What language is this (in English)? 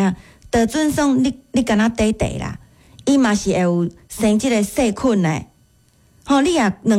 Min Nan Chinese